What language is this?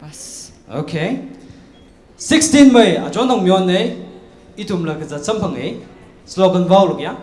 Tangkhul Naga (India)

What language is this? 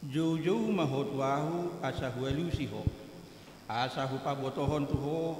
Batak Toba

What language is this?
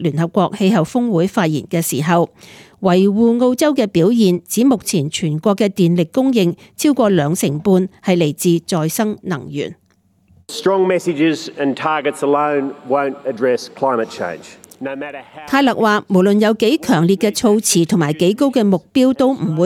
Cantonese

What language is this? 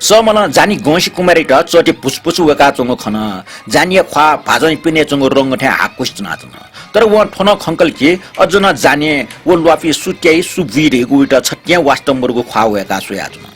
Newari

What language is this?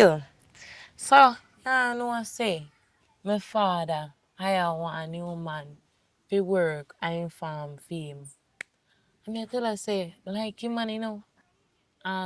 Jamaican Creole English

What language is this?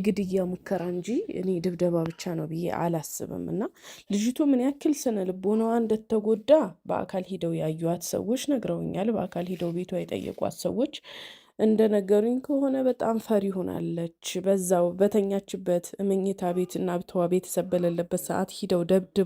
Amharic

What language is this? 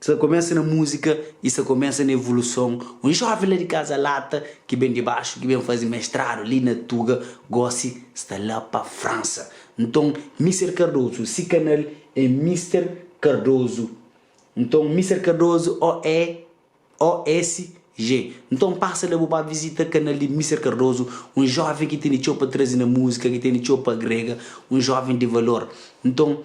Kabuverdianu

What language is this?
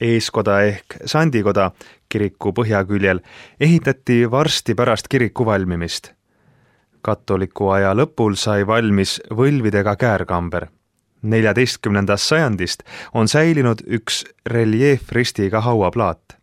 Estonian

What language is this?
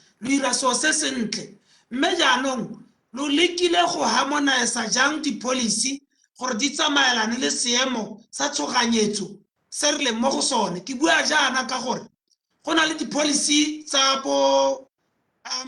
Tswana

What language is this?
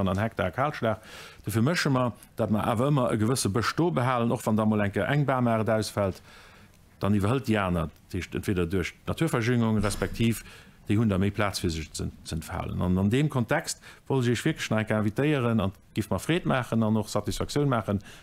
Luxembourgish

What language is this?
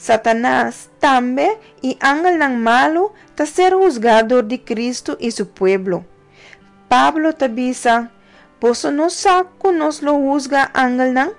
Papiamento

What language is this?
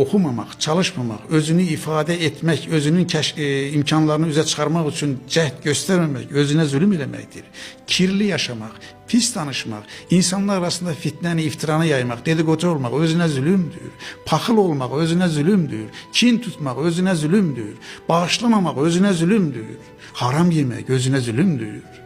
Azerbaijani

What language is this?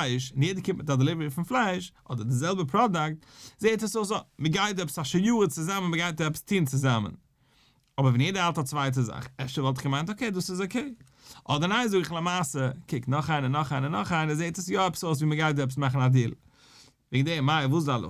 Yiddish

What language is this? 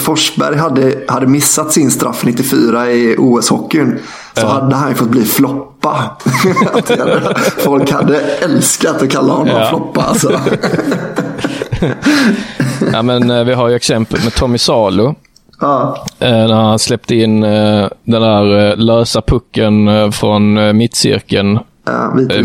Swedish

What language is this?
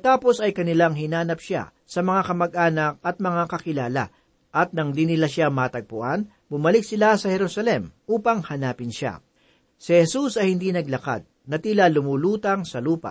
Filipino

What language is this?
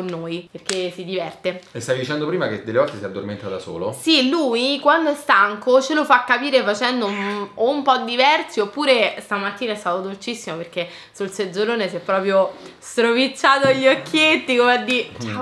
Italian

